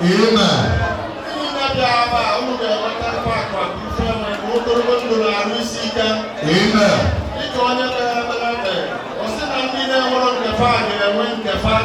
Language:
Igbo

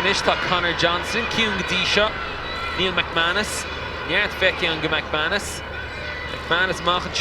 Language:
Irish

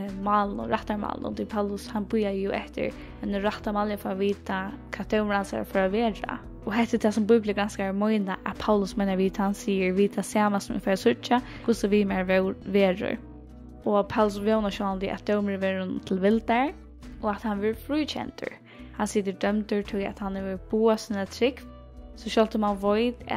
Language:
Faroese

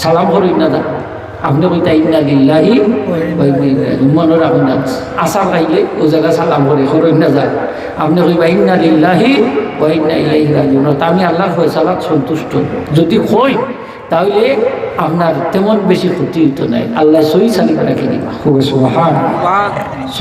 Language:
Sylheti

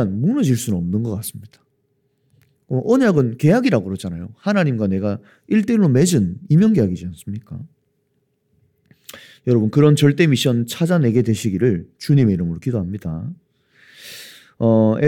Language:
Korean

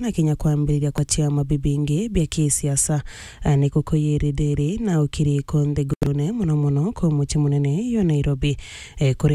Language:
Meru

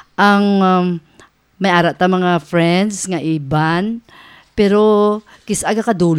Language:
Hiligaynon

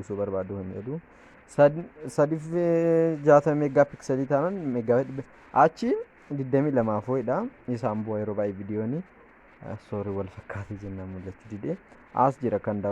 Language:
Oromo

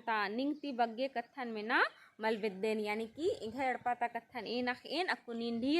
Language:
Kurukh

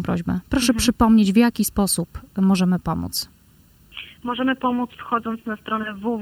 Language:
Polish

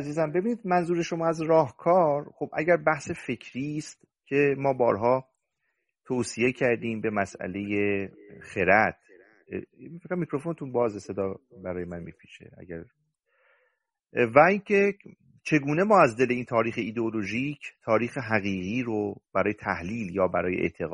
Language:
Persian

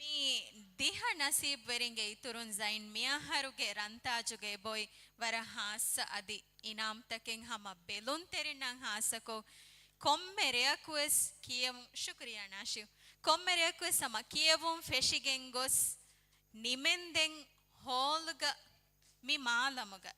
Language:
Divehi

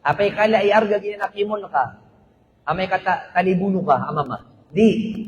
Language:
Maranao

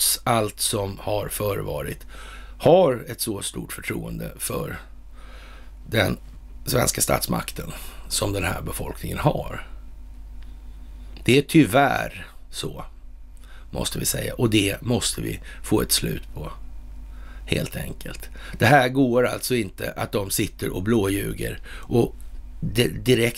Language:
Swedish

